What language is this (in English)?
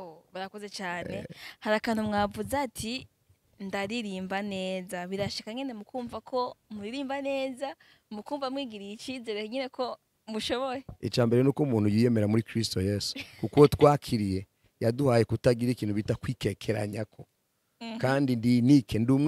Rundi